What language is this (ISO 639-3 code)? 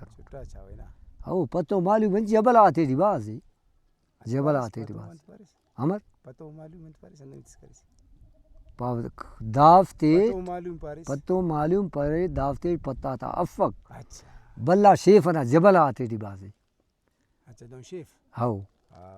brh